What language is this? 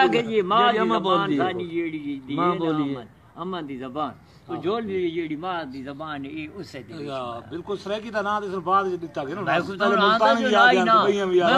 Saraiki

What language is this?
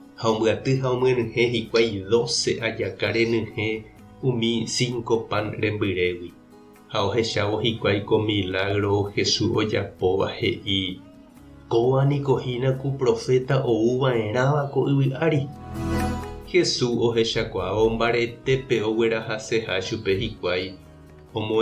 Guarani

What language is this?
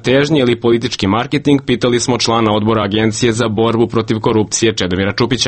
Serbian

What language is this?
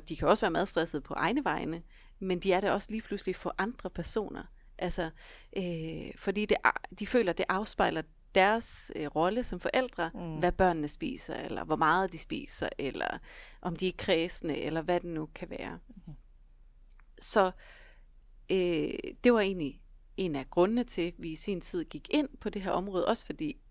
Danish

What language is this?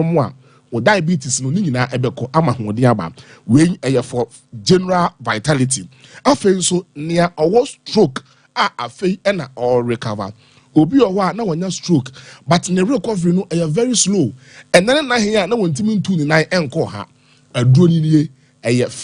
Akan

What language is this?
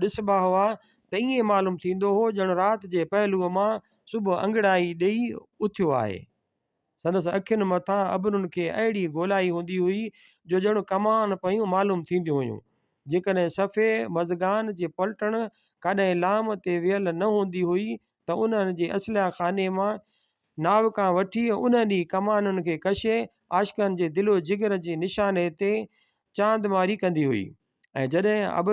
Sindhi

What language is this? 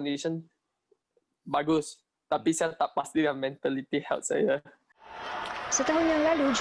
Malay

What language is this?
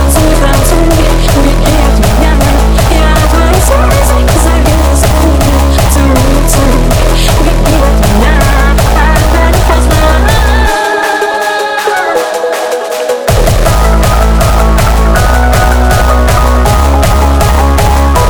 Russian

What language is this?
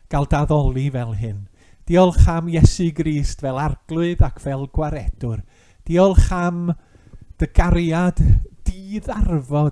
Welsh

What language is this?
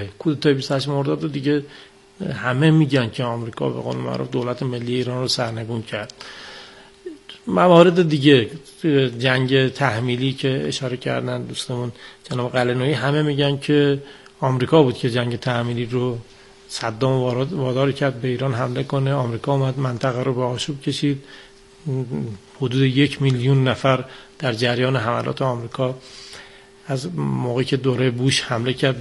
Persian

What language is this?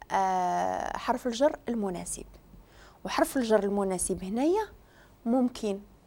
Moroccan Arabic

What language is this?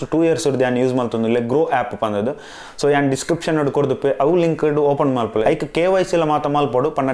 Tulu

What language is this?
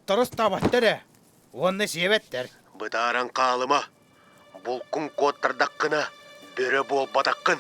Yakut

